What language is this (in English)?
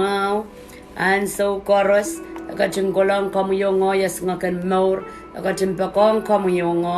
Pohnpeian